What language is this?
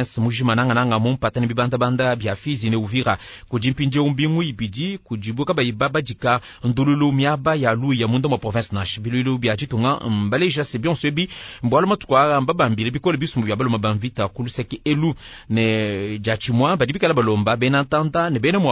Luba-Lulua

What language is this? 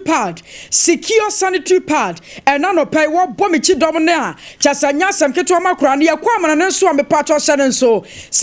Akan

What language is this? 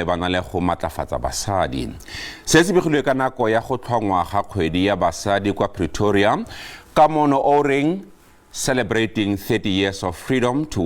Tswana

